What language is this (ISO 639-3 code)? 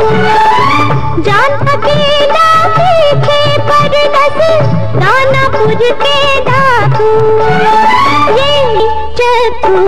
bho